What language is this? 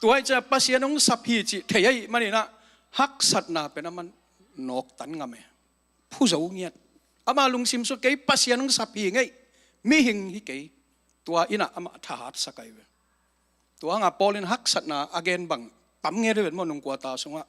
Tedim Chin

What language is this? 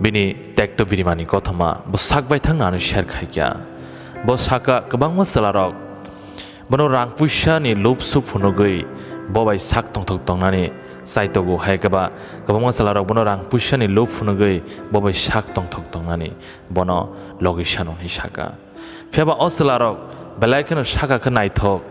Kok Borok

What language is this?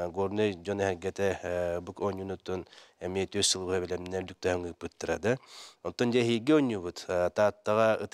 Yakut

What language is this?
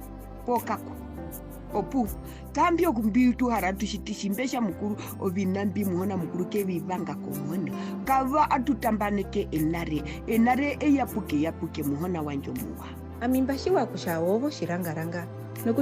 Herero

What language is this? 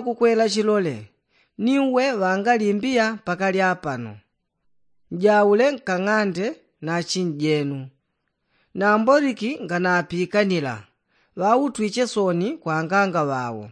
Yao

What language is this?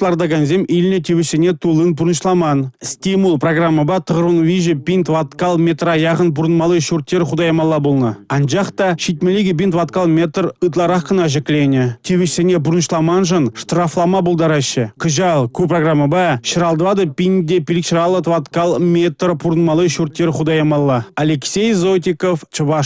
Chuvash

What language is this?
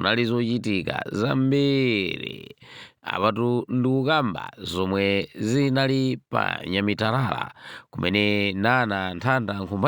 Nyanja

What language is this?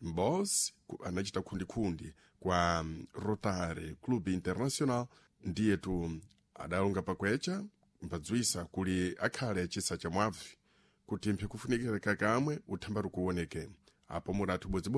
Sena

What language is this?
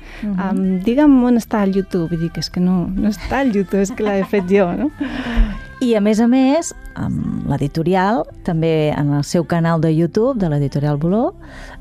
Catalan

